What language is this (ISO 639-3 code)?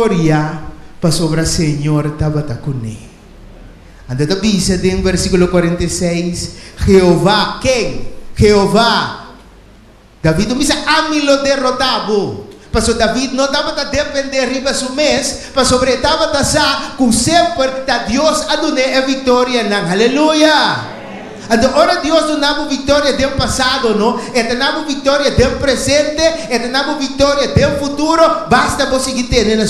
pap